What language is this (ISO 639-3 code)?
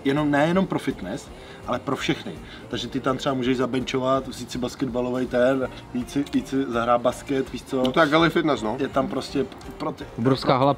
ces